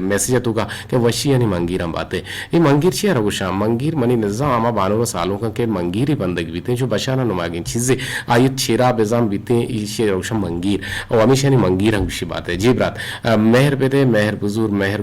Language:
Eastern Balochi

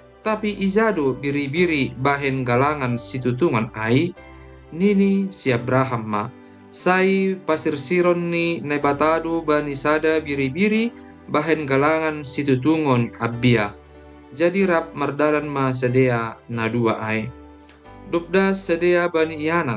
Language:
Batak Simalungun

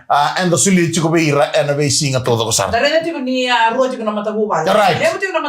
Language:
Fijian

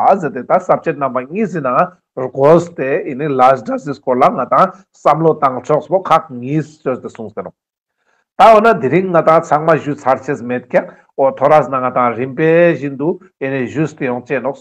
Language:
Ladakhi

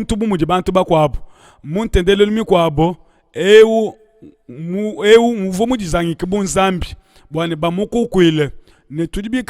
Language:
Luba-Lulua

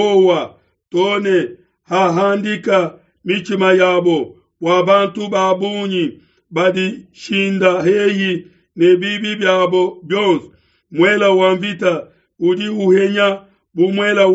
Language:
Luba-Lulua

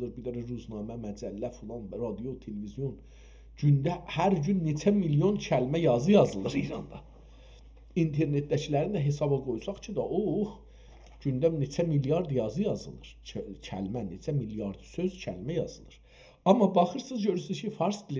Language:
South Azerbaijani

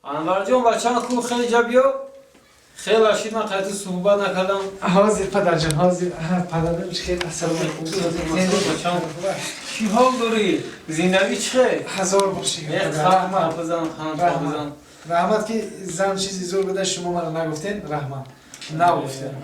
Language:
Tajik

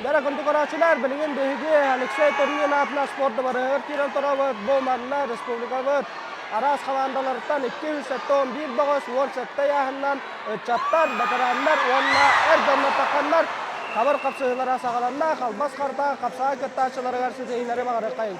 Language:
Yakut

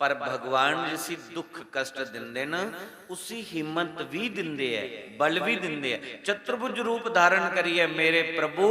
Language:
Dogri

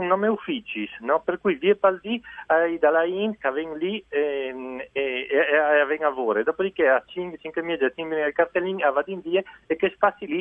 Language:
Friulian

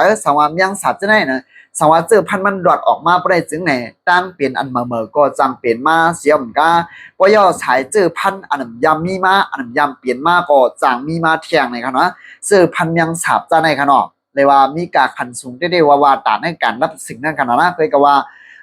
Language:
Shan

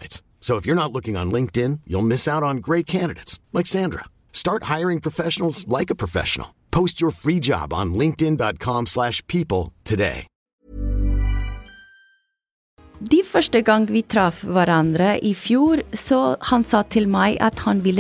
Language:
Norwegian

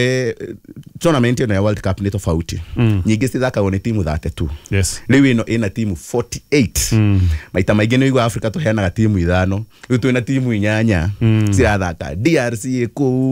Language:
Kikuyu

